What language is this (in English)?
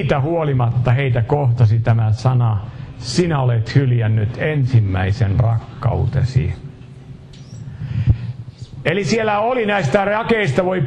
Finnish